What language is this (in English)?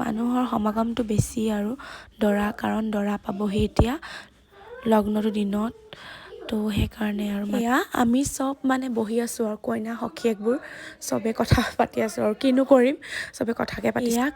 Assamese